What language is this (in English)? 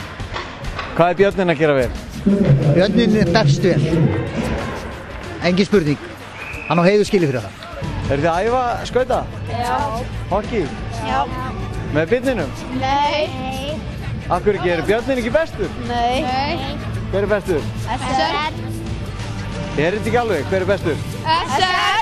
Icelandic